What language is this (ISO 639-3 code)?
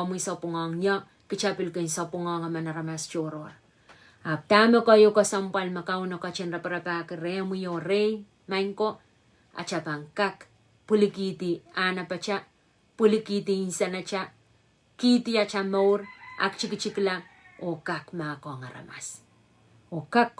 pon